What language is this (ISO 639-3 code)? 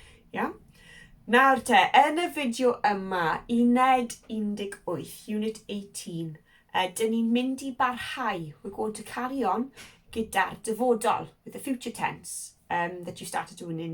cym